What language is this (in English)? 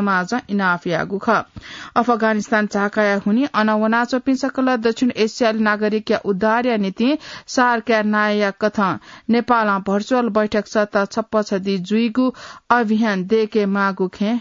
Newari